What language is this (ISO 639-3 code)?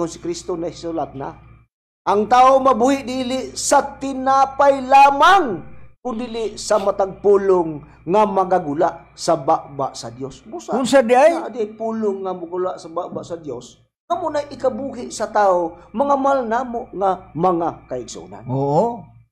ceb